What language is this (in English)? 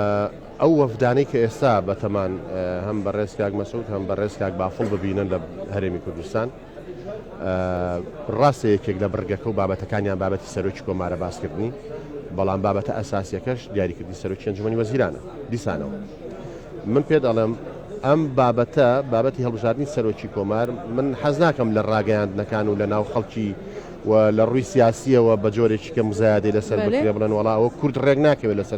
Central Kurdish